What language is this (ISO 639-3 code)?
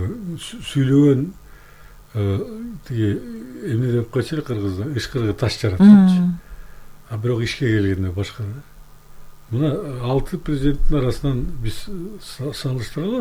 kir